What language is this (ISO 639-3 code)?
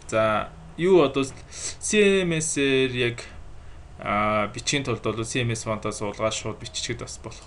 mon